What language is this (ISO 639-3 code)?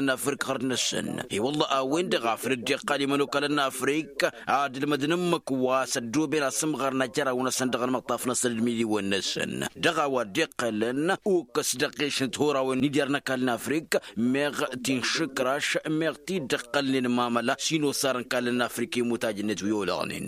taq